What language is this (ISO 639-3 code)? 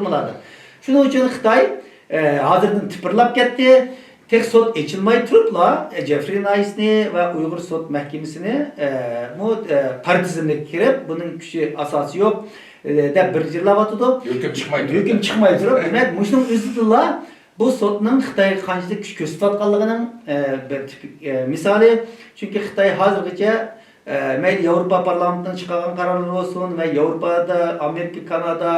uig